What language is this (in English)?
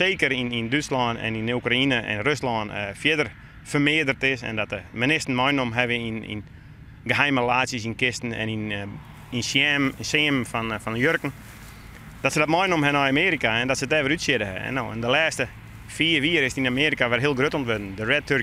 Western Frisian